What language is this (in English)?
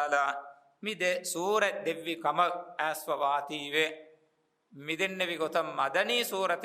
Divehi